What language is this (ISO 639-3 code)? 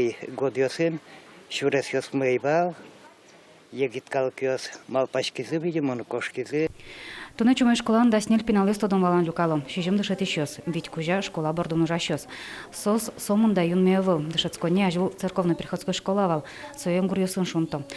udm